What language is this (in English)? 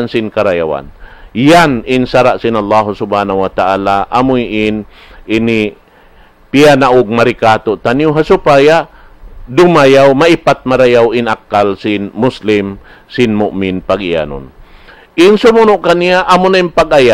Tausug